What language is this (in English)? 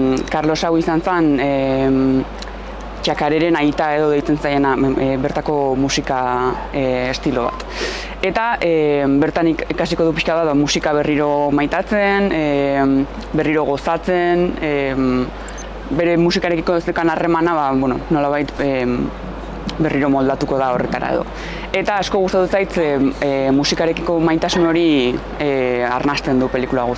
Basque